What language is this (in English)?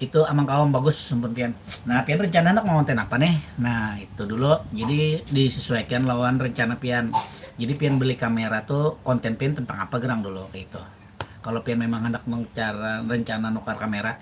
Banjar